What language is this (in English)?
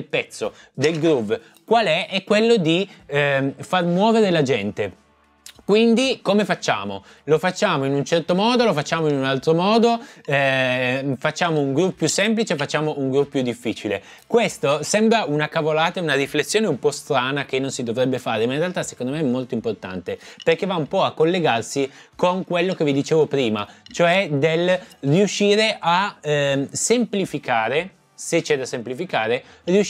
Italian